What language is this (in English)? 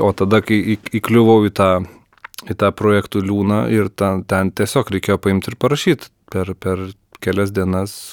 Lithuanian